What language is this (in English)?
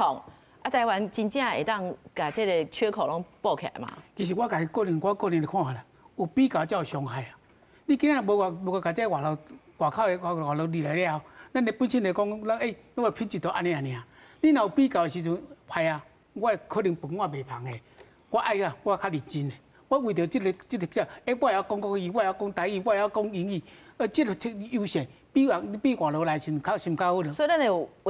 Min Nan Chinese